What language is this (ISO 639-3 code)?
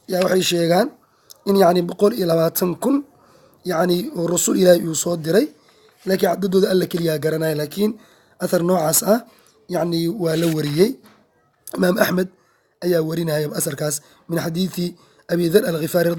som